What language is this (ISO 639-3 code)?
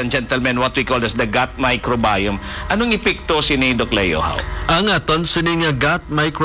hil